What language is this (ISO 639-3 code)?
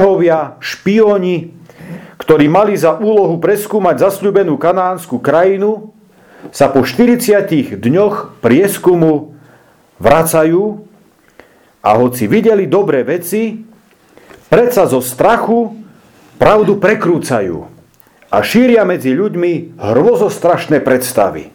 slk